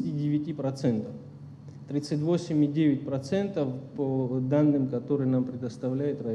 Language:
Russian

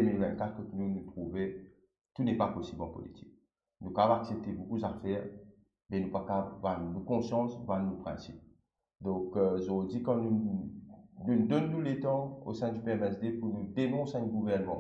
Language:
Morisyen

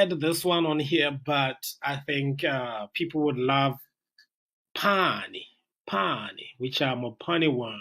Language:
Tswana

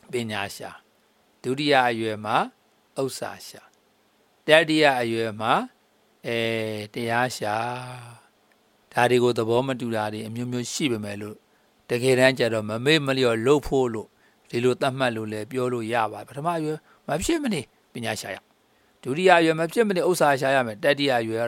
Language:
Burmese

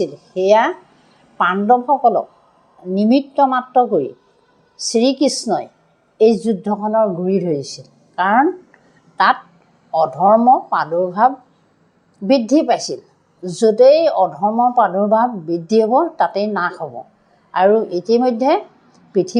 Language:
Assamese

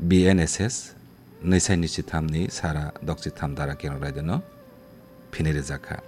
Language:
Kok Borok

